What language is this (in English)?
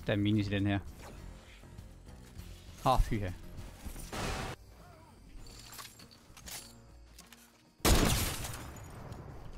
Danish